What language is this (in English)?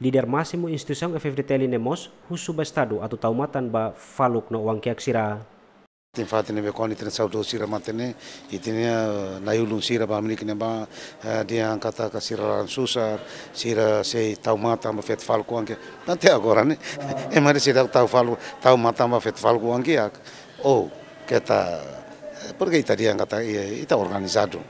Tetum